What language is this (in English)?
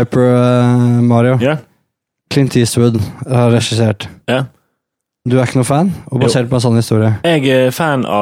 Norwegian